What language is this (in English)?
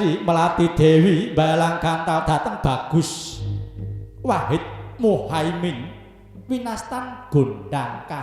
Javanese